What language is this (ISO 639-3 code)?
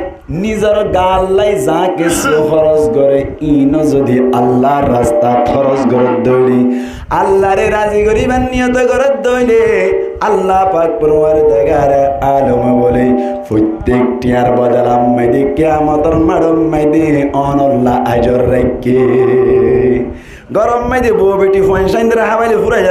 rhg